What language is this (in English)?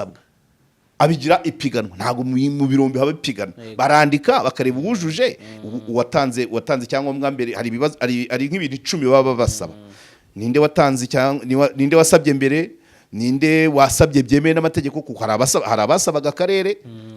Kinyarwanda